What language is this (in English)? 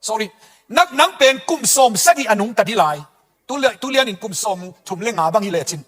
Tedim Chin